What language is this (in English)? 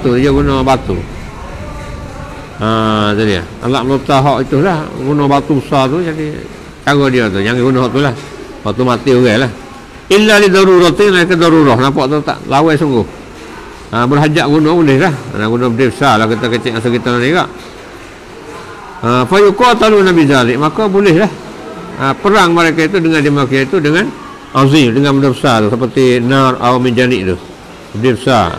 Malay